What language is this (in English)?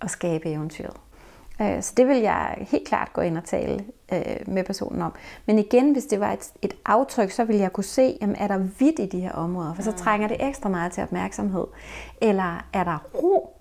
Danish